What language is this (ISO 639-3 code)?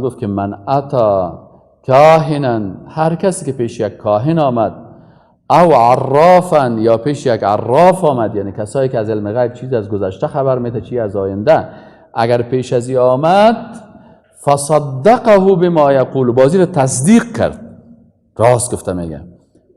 fas